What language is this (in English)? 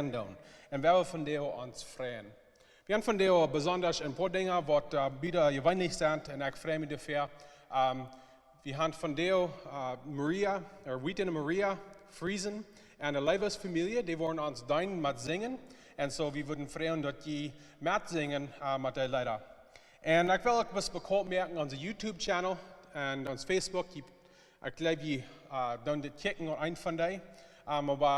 Plautdietsch